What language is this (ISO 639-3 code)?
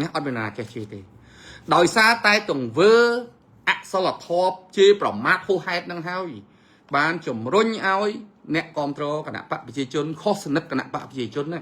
khm